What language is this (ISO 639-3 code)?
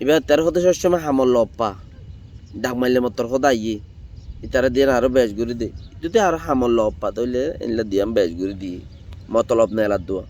rhg